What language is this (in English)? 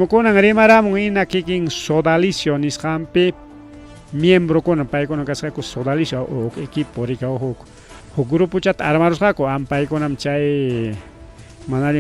Ayacucho Quechua